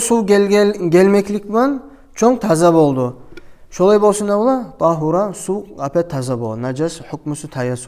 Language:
Kumyk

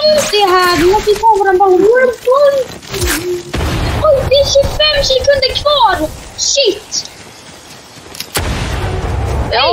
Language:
Swedish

